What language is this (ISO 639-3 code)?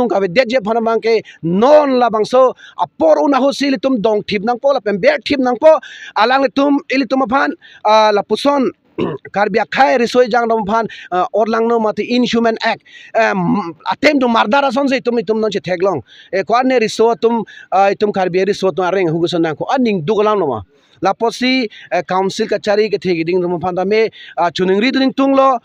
mjw